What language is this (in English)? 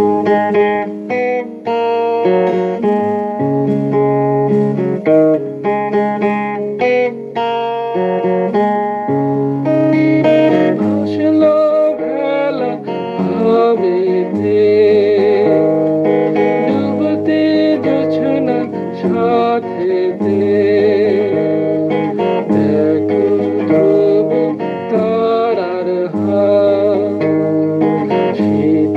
Bangla